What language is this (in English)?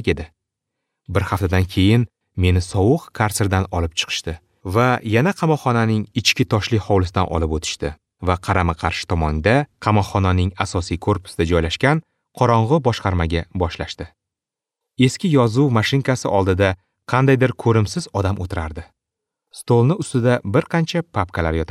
Uzbek